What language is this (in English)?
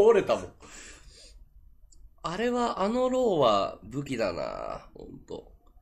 Japanese